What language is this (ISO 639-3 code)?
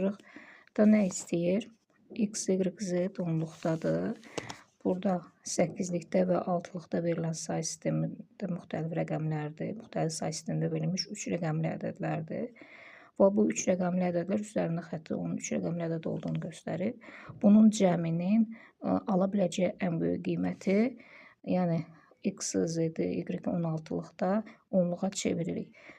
aze